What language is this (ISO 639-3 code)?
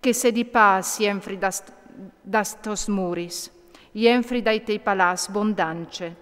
fur